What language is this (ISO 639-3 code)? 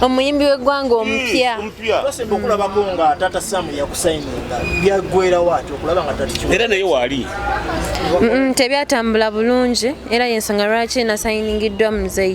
lug